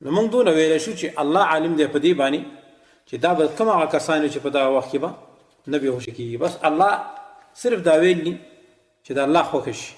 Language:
Pashto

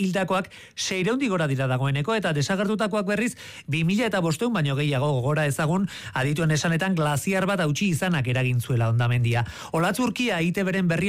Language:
Basque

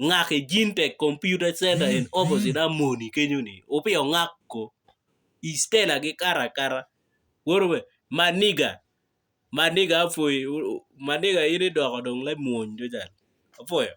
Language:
Acoli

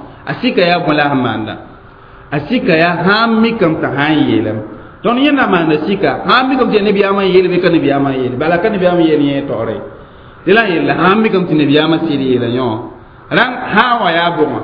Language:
Mossi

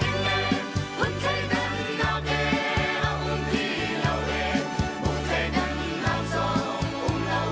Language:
Hakha Chin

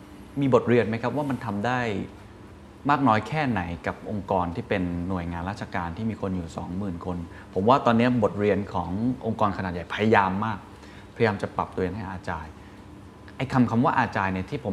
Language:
Thai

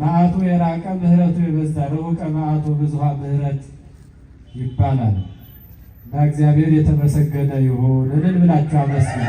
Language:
Amharic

